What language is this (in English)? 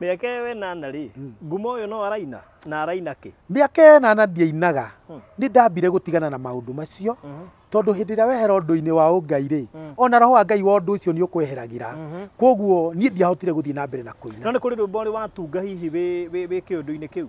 Kikuyu